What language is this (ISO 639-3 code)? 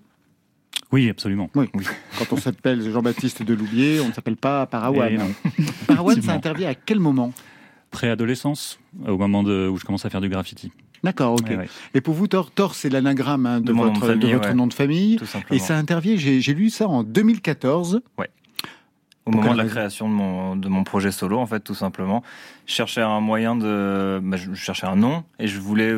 fra